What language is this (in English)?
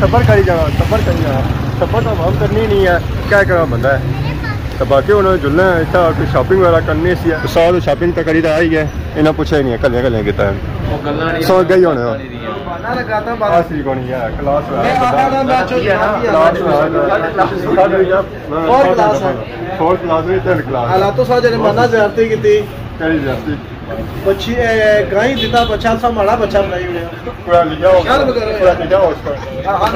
Pahari-Potwari